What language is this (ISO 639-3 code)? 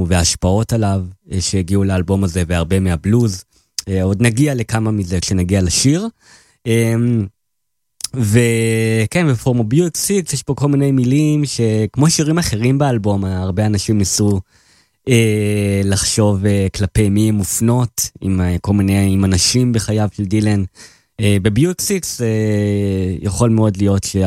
heb